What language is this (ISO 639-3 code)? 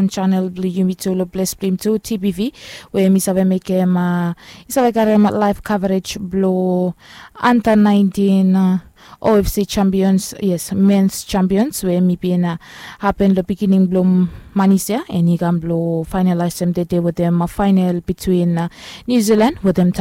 bis